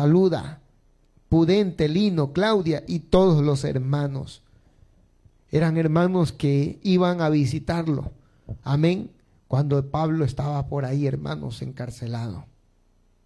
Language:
Spanish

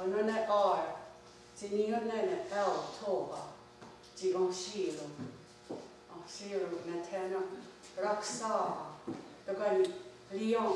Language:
Mohawk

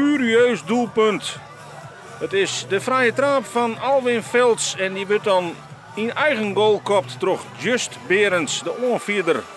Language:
Western Frisian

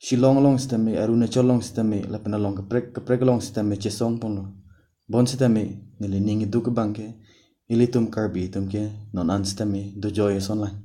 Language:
Karbi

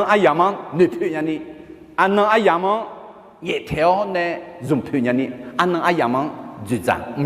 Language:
Akha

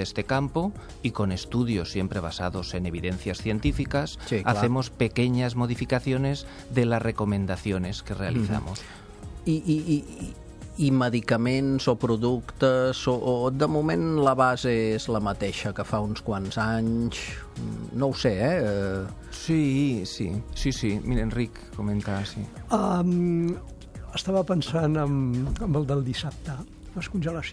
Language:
Catalan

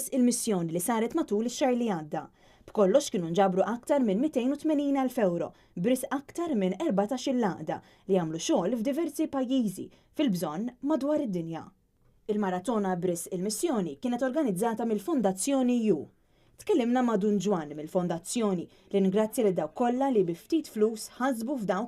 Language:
Maltese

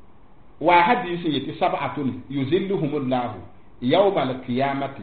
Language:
Mossi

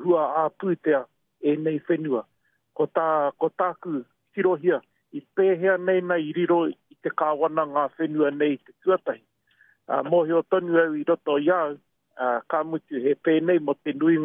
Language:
Māori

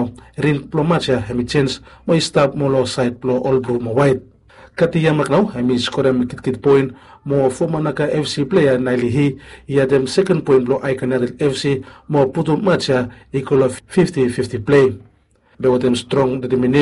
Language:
Bislama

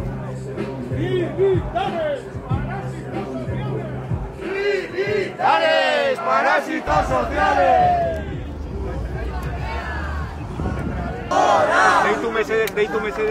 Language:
Basque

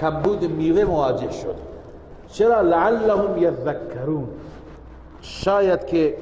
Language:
Persian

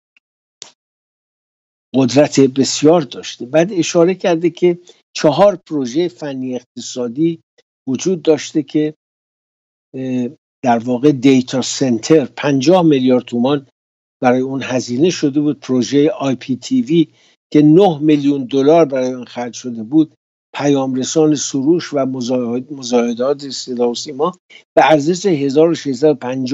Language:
Persian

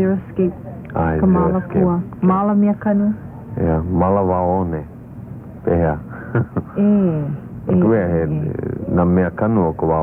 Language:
Hawaiian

